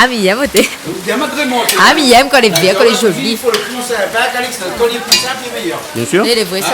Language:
Réunion Creole French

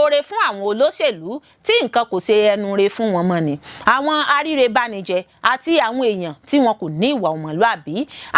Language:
Yoruba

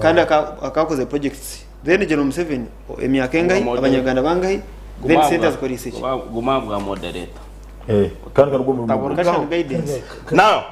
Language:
Nyankole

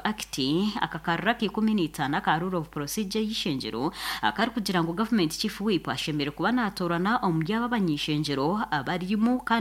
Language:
Nyankole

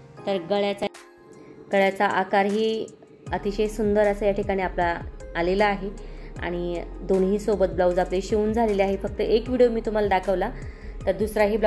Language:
Marathi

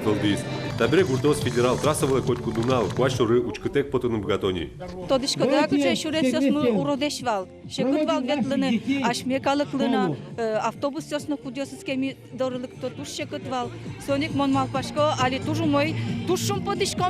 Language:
Udmurt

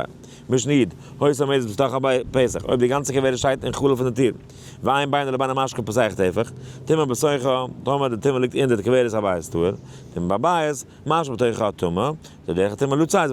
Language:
Yiddish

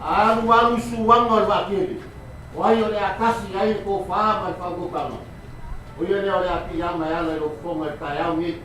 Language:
Samoan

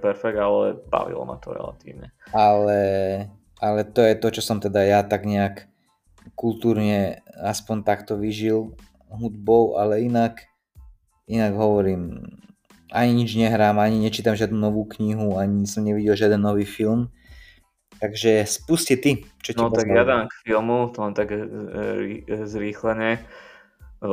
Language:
Slovak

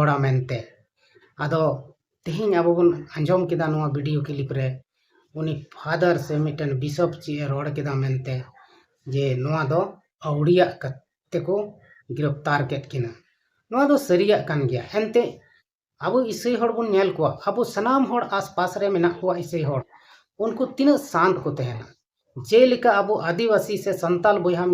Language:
Santali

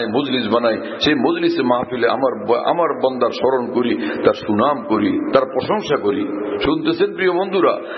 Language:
Bangla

